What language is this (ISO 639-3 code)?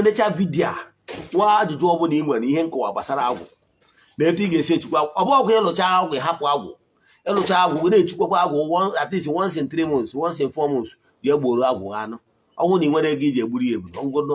ibo